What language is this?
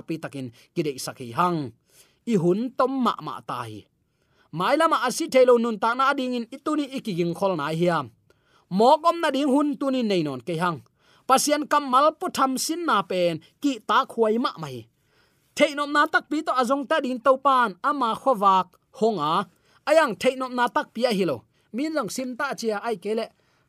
Tedim Chin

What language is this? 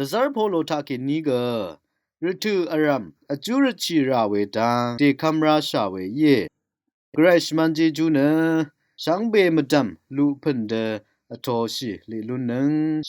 Rawang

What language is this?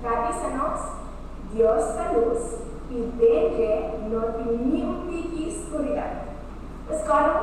Papiamento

